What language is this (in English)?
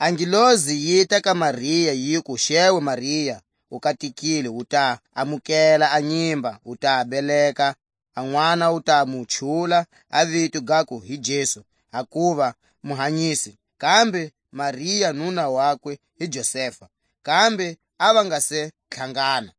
Tswa